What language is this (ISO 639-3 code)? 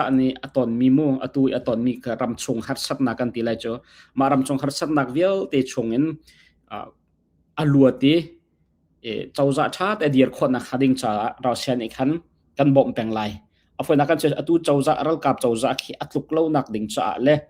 cnh